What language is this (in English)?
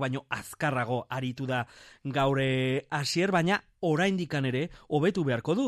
Basque